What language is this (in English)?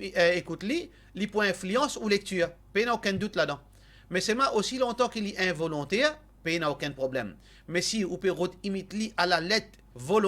Morisyen